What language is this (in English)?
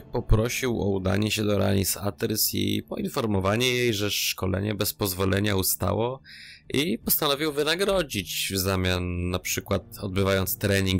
Polish